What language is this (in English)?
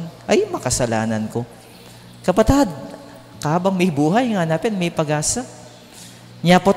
Pampanga